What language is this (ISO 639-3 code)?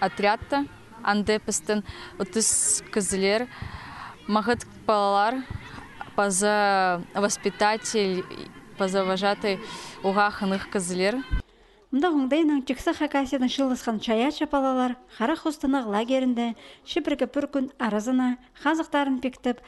kjh